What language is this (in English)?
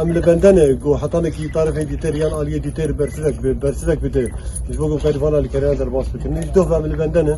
Kurdish